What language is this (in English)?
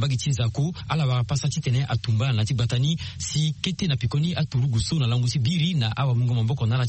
Sango